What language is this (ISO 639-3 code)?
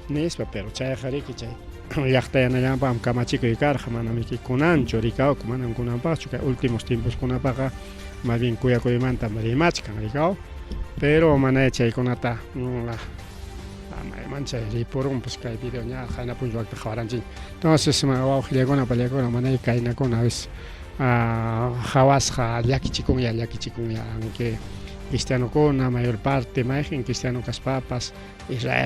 quy